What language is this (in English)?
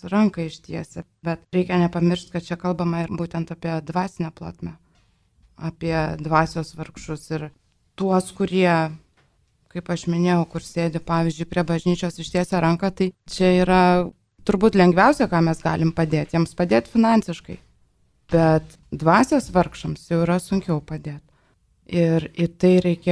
Lithuanian